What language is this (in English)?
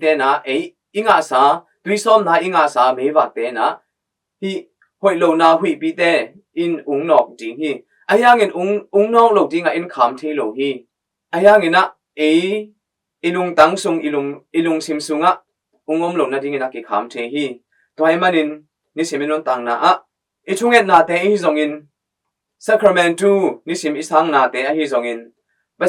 Tedim Chin